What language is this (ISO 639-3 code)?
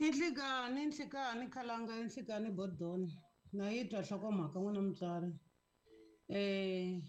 tso